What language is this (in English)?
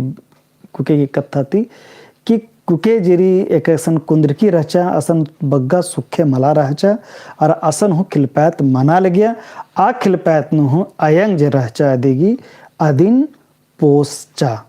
Kurukh